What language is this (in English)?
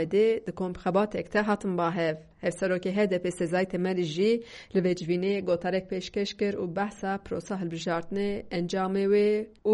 Kurdish